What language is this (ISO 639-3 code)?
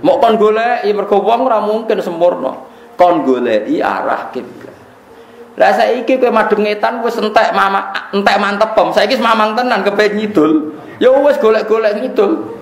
jav